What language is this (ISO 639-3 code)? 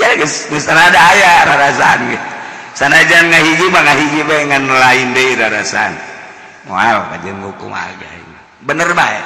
sun